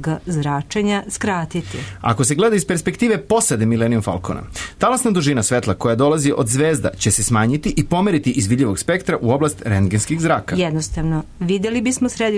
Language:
Serbian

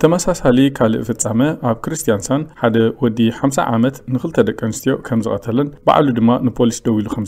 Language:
Tigrinya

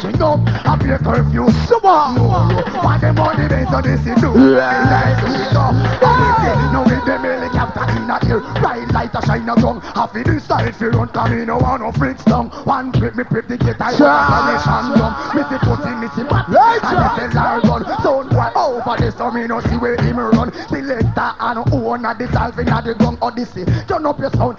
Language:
Jamaican Creole English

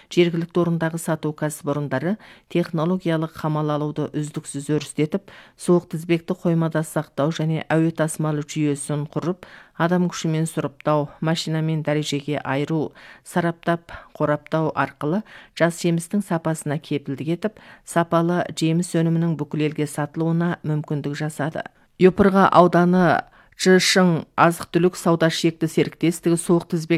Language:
Kazakh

